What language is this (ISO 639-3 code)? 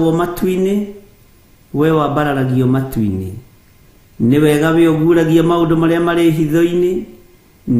kik